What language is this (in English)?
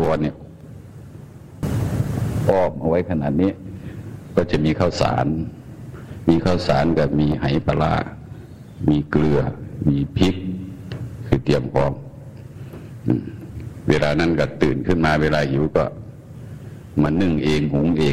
Thai